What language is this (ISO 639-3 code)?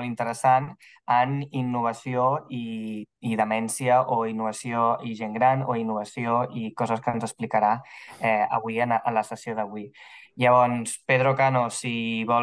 cat